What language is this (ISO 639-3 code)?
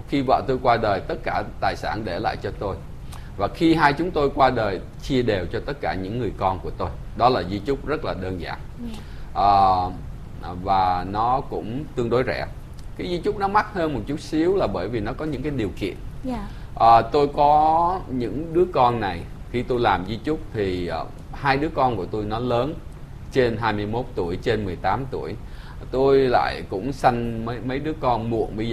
vie